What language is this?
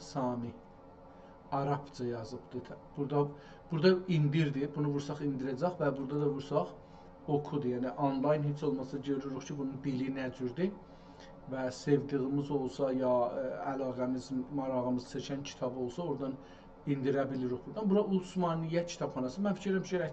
South Azerbaijani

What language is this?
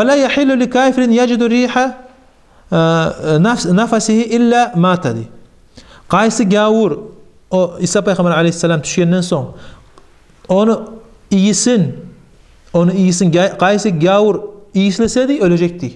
Kumyk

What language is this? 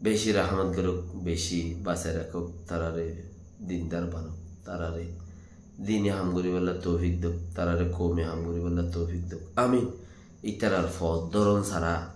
Rohingya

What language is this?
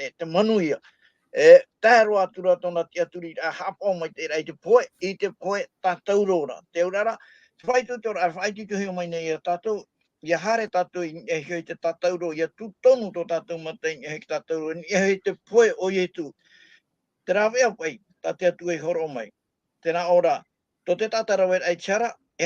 Tahitian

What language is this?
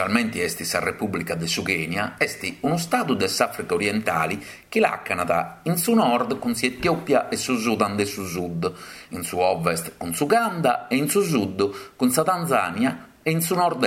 Sardinian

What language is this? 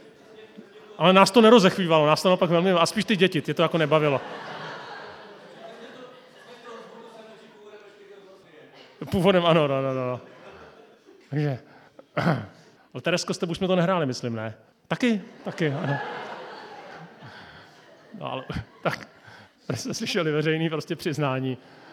Czech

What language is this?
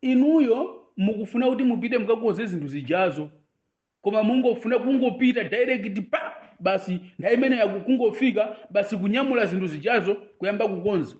Nyanja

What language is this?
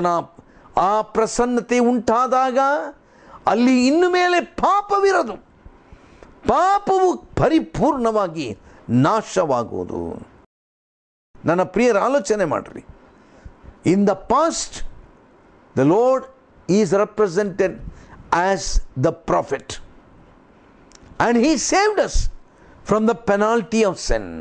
Kannada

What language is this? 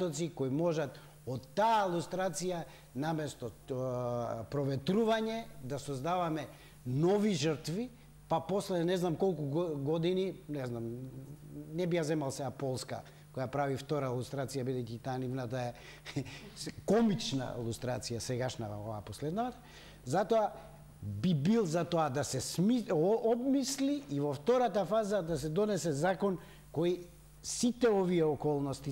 Macedonian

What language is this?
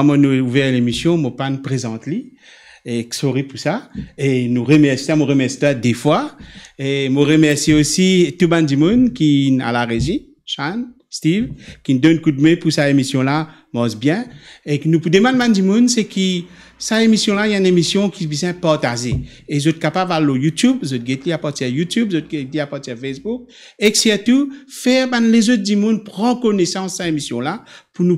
Morisyen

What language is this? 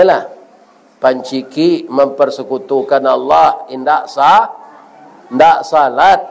Minangkabau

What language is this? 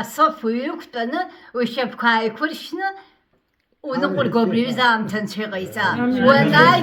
Abkhazian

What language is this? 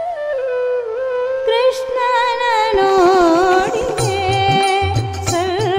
Kannada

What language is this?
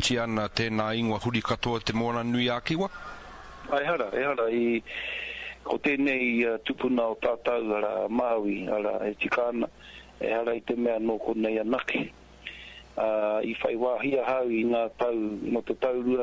Māori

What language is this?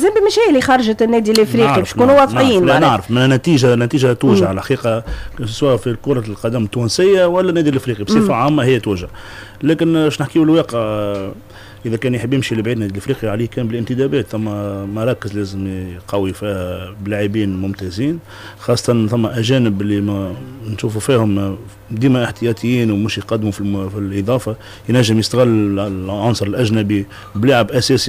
Tunisian Arabic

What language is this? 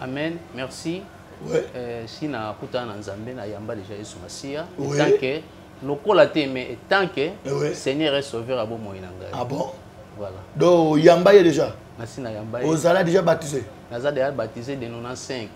Lingala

